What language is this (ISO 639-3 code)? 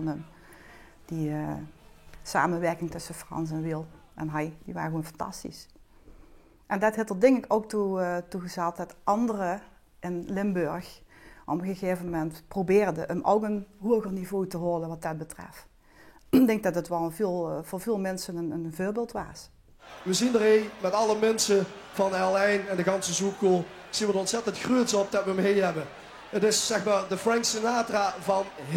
lim